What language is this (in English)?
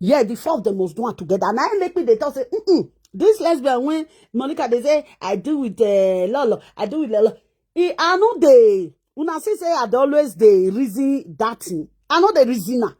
Nigerian Pidgin